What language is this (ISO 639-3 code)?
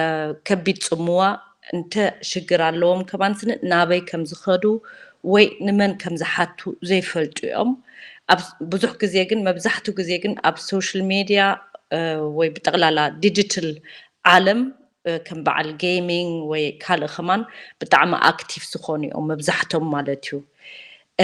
tir